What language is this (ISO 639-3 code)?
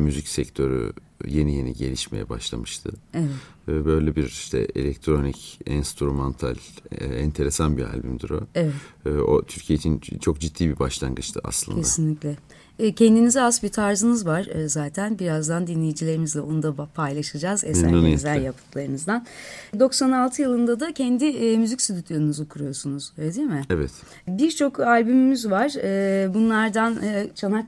tur